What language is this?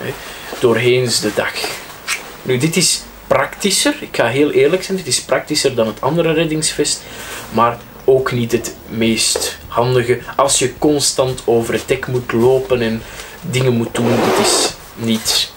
Dutch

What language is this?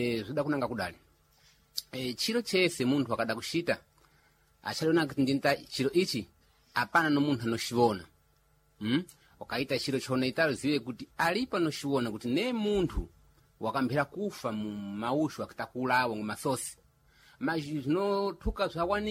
Sena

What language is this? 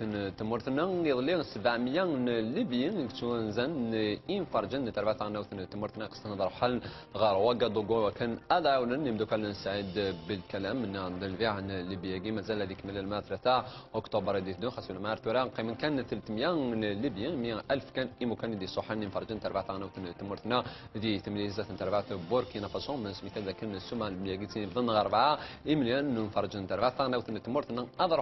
Kabyle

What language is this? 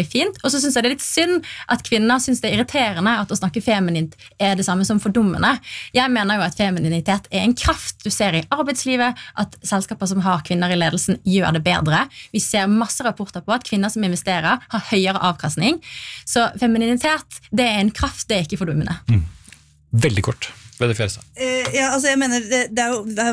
Norwegian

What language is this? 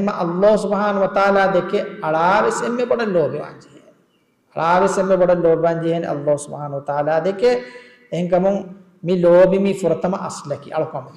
Divehi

